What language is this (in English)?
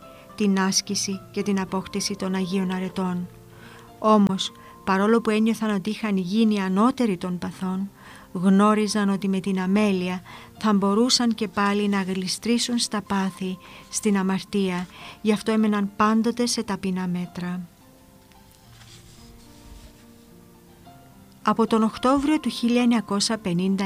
Greek